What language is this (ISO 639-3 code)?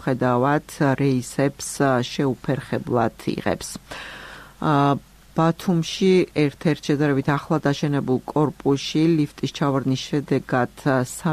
kat